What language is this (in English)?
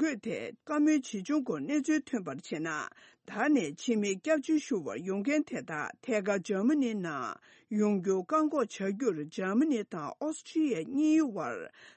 Tibetan